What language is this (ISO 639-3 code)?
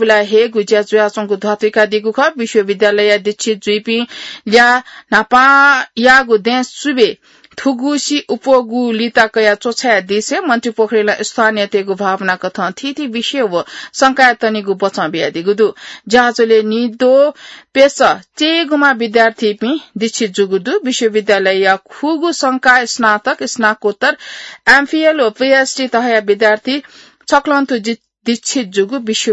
new